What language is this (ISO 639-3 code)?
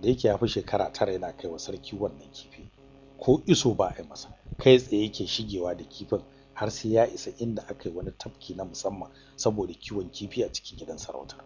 hau